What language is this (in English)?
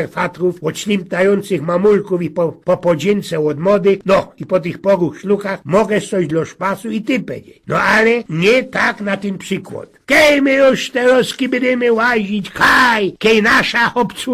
Silesian